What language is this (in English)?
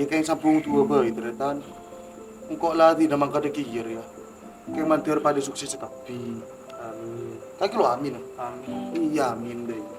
Madurese